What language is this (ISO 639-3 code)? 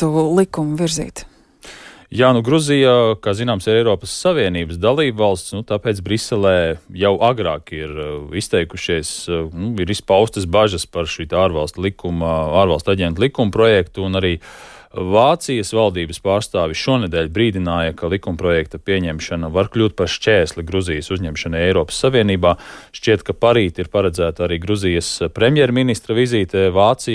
lav